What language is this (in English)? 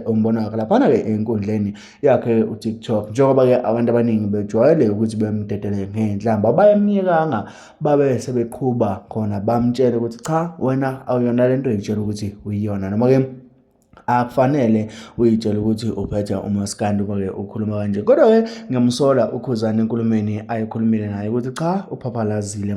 Zulu